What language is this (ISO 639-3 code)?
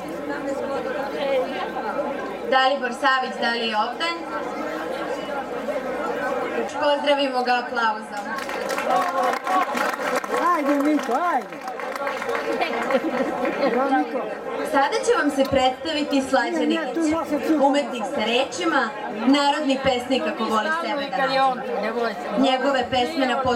srp